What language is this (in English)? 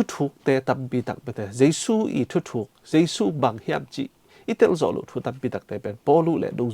Tedim Chin